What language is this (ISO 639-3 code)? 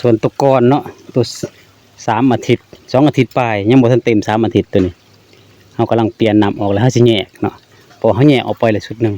lao